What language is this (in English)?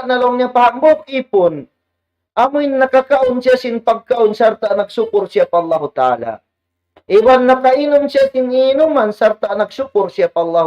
Tausug